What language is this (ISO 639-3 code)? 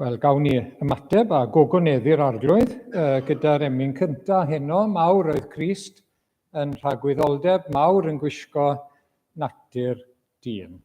cym